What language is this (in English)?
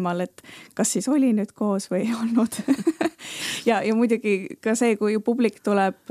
Estonian